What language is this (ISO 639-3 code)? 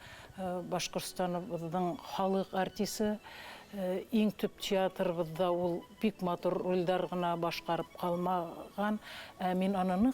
bak